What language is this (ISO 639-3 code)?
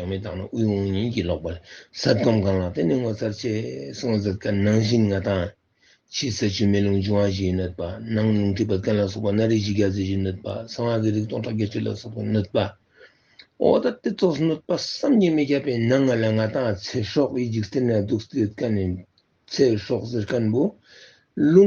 lbj